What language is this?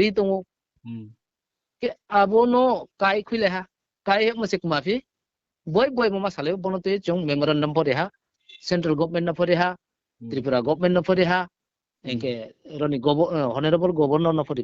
Riang (India)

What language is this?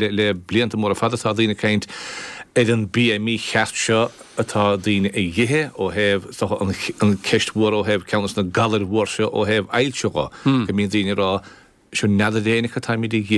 Irish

